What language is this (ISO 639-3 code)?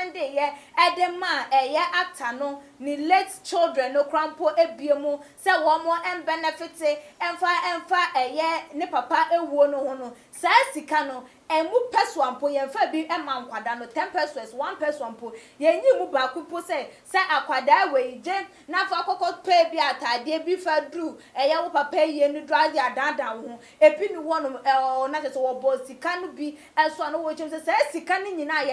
aka